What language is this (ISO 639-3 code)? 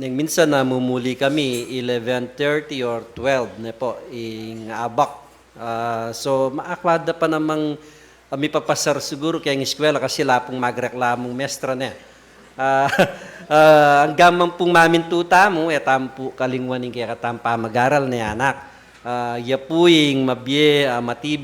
pam